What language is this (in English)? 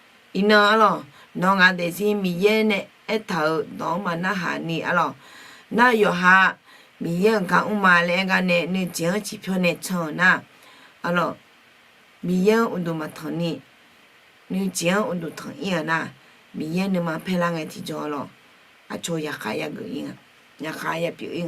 Akha